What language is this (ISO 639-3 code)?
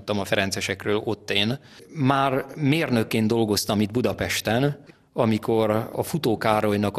hun